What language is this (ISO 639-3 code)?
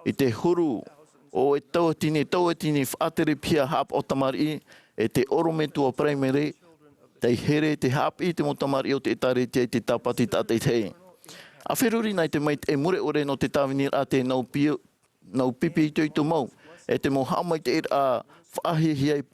tah